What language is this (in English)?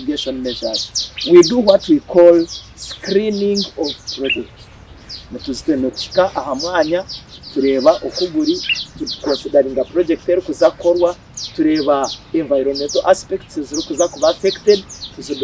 Nyankole